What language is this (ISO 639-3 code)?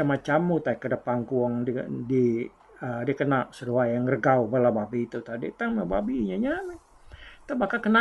iba